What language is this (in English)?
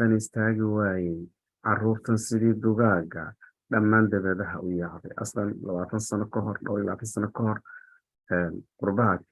Somali